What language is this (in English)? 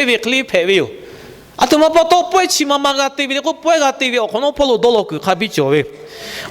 Lahu